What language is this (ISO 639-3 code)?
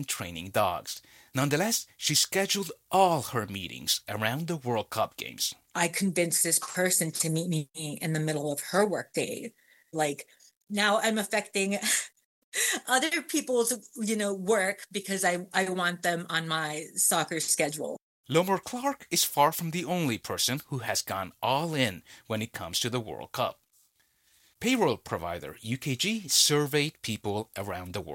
eng